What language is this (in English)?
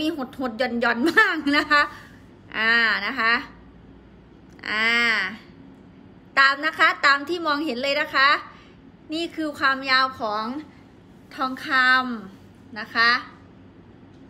Thai